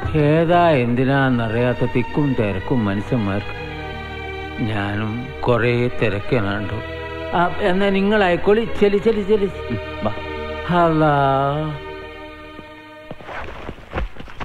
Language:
Malayalam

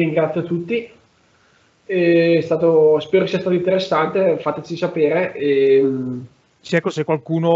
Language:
Italian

